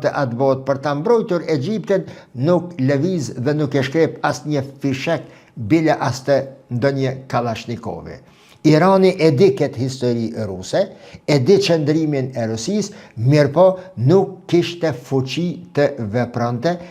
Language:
Albanian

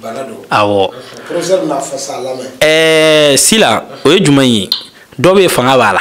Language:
Bambara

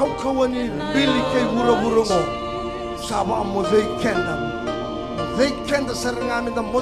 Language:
Fijian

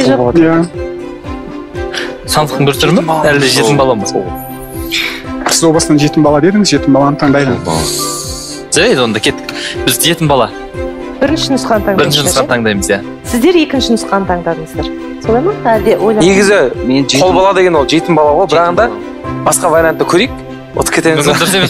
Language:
Kazakh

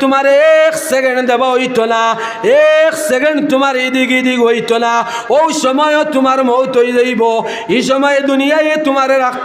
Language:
Sylheti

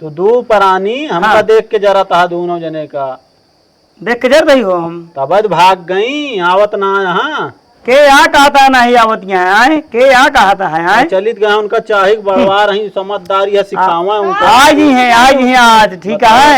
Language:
Awadhi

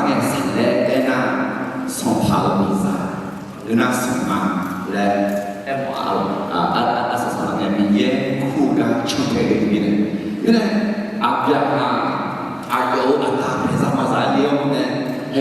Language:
Akha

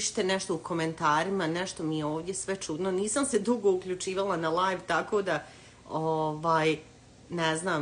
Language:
Croatian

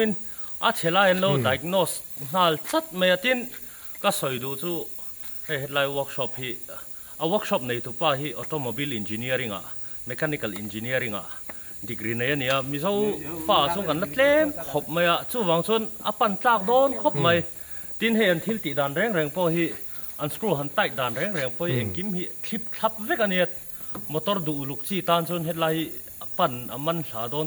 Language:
Mizo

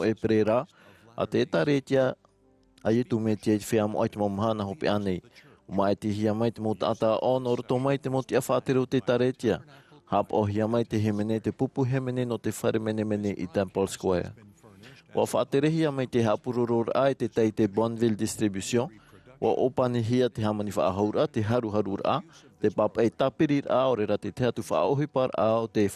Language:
Tahitian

